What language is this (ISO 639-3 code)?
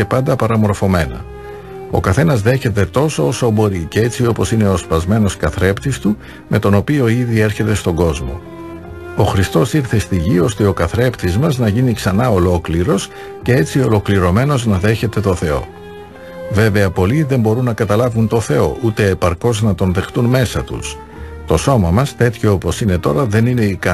ell